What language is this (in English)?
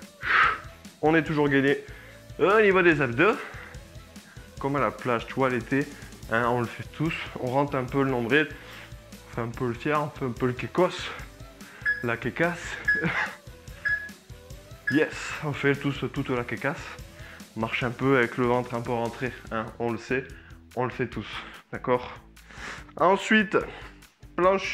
French